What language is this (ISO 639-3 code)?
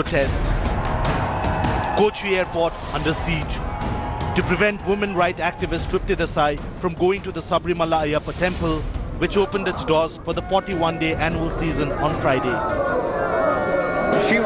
eng